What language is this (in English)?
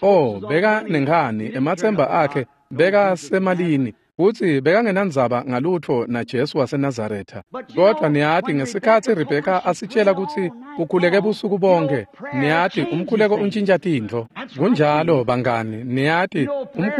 Swati